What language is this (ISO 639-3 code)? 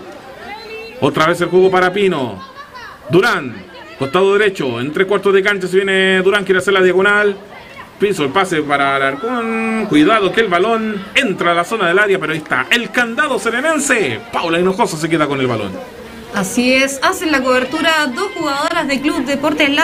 spa